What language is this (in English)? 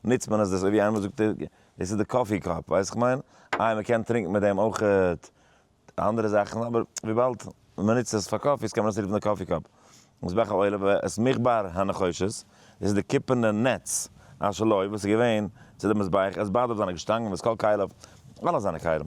Yiddish